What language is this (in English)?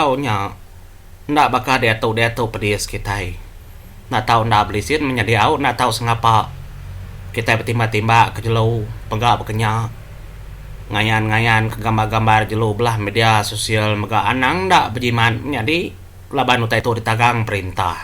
Iban